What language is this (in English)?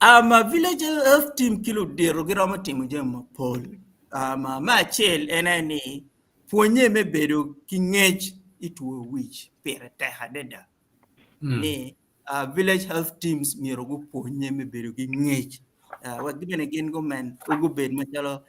Acoli